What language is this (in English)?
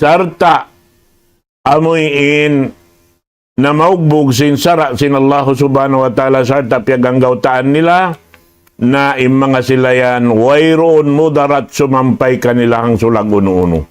Tausug